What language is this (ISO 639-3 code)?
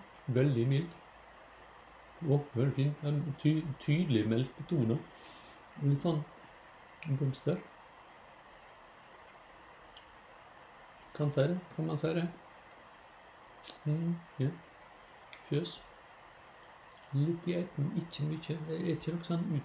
nor